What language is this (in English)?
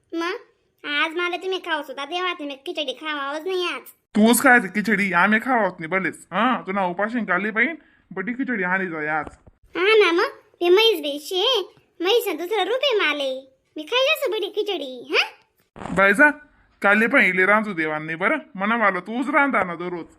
Khandesi